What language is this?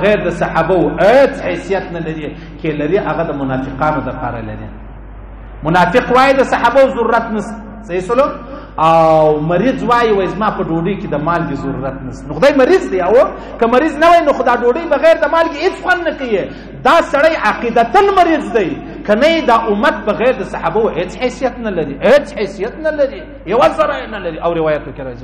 Pashto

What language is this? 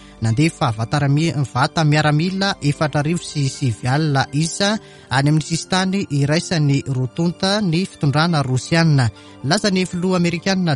Malagasy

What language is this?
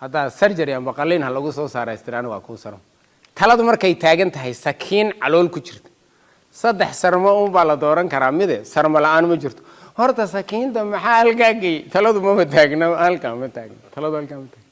Somali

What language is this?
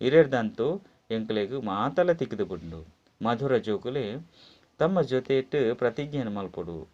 Tulu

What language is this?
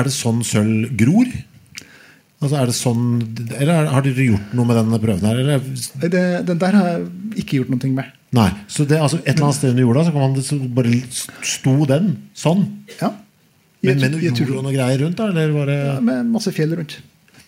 Norwegian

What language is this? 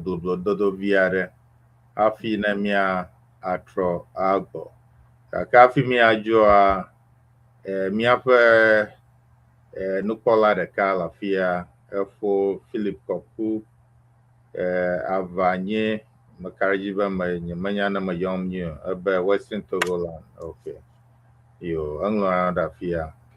Ewe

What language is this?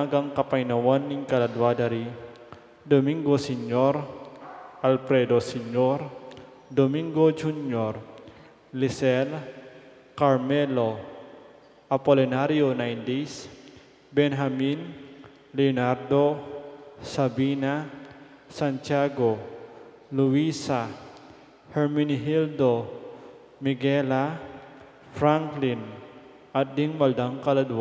Pampanga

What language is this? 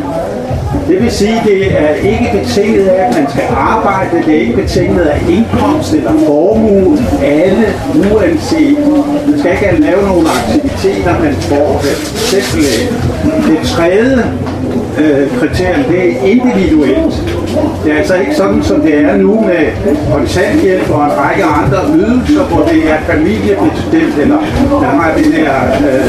Danish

